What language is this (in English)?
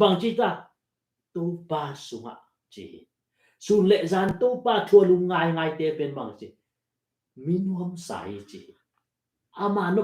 Tedim Chin